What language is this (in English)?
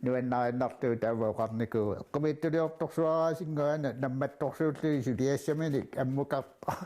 Kalaallisut